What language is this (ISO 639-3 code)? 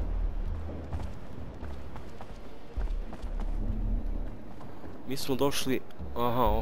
hrv